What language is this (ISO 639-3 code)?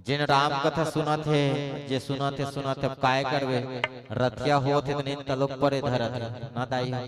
hne